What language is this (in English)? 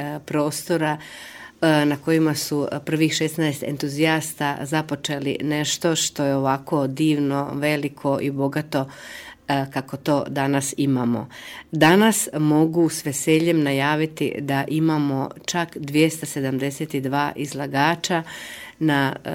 Croatian